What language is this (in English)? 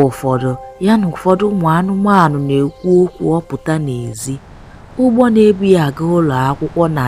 Igbo